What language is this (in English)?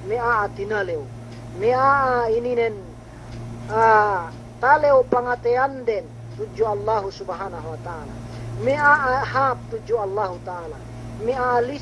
Yakan